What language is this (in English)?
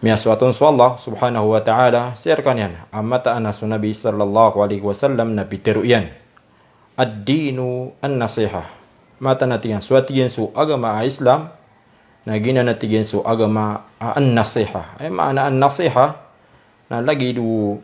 Maranao